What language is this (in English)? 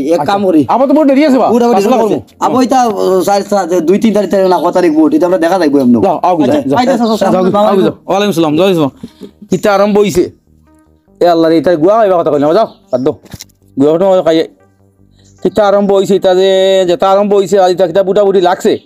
Sylheti